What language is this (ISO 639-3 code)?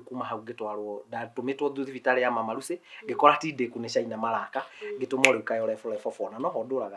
kik